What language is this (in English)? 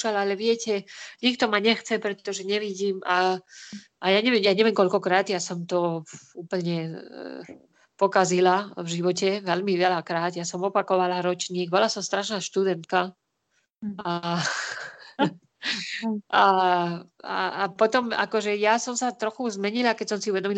Slovak